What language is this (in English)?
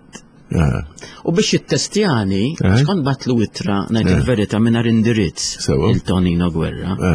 Maltese